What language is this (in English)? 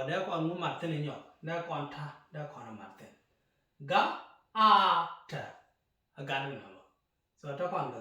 Nuer